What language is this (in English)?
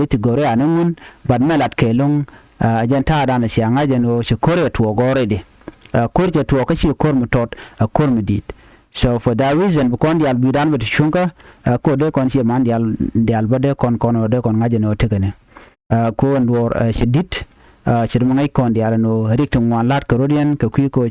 Nuer